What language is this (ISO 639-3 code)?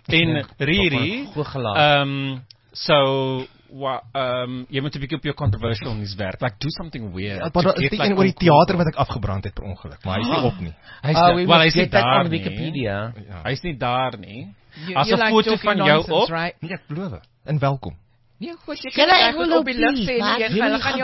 afr